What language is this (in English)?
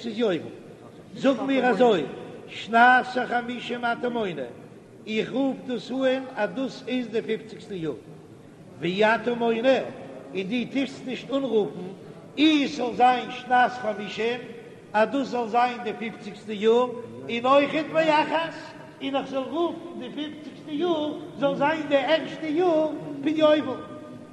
Yiddish